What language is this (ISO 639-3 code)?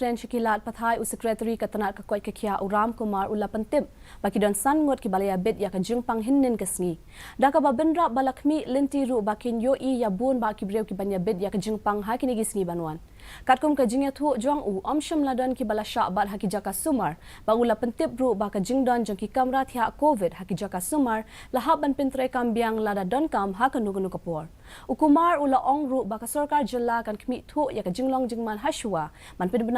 kha